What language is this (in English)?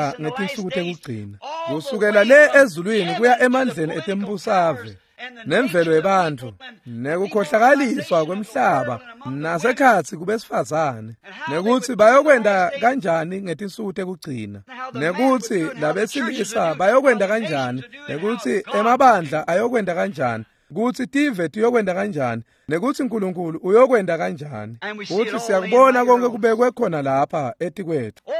Swati